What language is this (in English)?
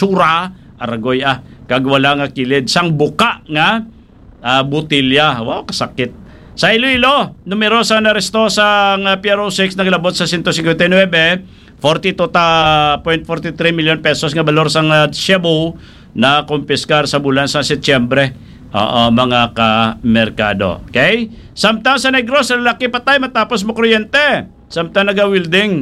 Hiligaynon